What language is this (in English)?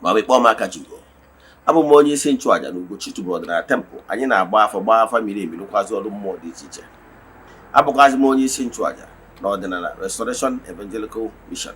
Igbo